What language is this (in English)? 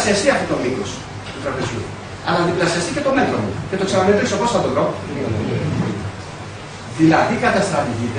Greek